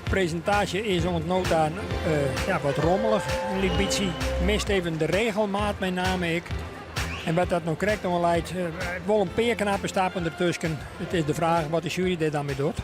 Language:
Western Frisian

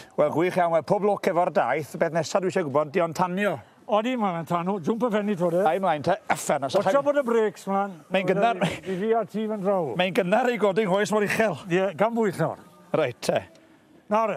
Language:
Welsh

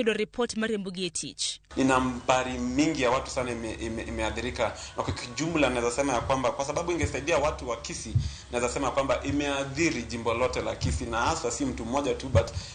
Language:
Luo (Kenya and Tanzania)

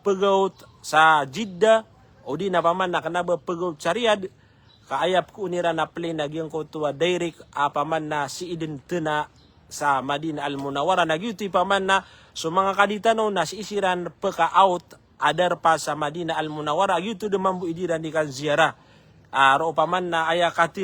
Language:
Maranao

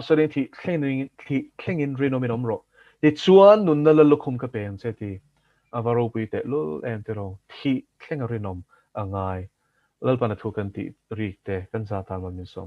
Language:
Mizo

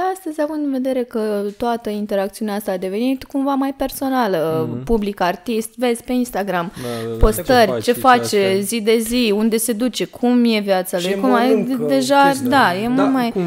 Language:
Romanian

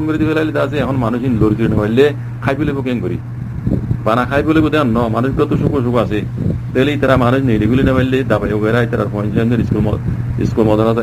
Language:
Rohingya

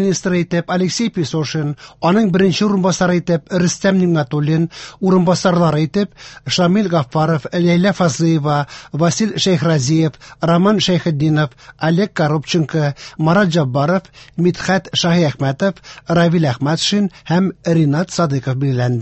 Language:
Tatar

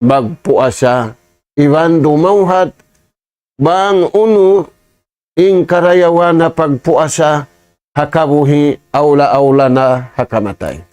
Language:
Tausug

